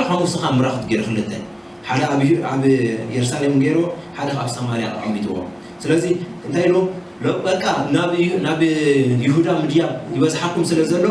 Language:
Tigrinya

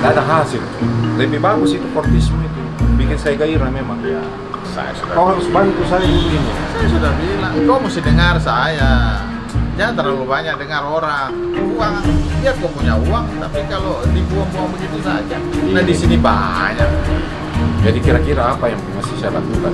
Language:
Makassar Malay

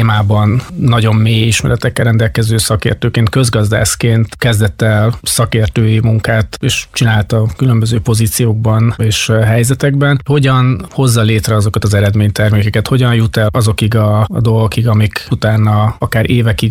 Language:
Hungarian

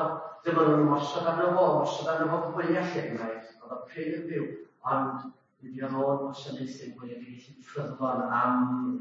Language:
Welsh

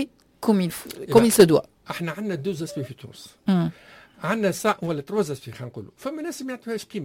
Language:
Tunisian Arabic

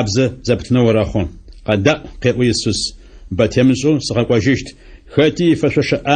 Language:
Adyghe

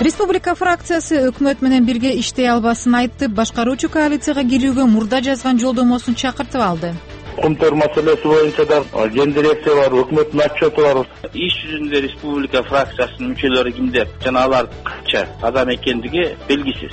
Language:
Kyrgyz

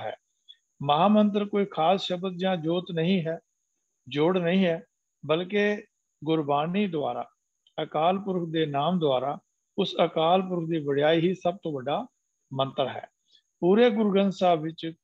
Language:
Punjabi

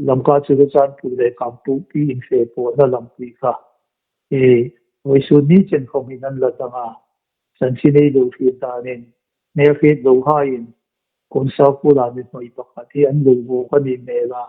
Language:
Hmar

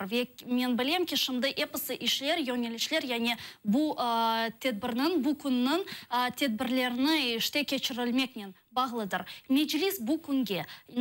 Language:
Crimean Tatar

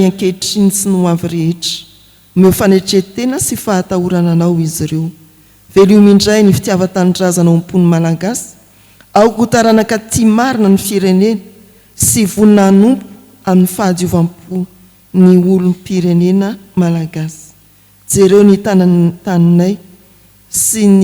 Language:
Malagasy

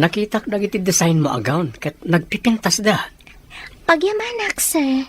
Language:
Iloko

